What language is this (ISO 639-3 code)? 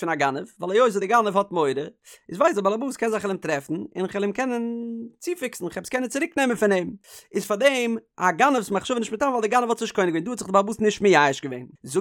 yid